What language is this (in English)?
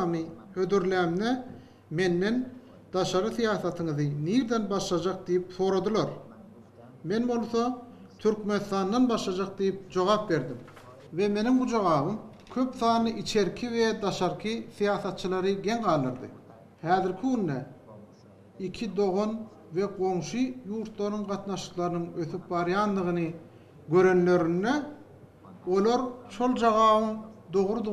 Turkmen